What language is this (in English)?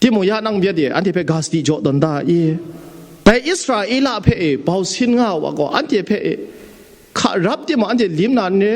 Kachin